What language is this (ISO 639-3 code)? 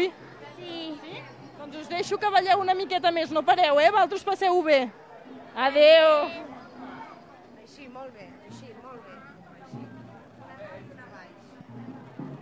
cat